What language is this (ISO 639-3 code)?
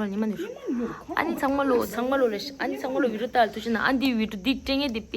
bod